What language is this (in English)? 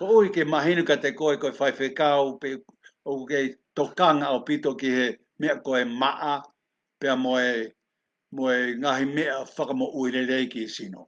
Tongan